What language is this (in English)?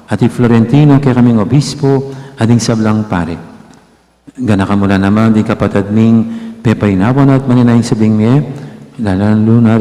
Pampanga